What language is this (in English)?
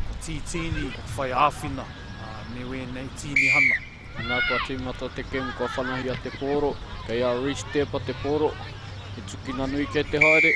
Māori